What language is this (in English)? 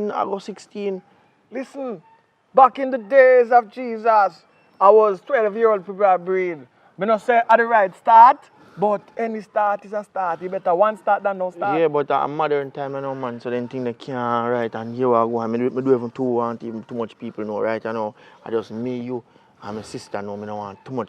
Jamaican Creole English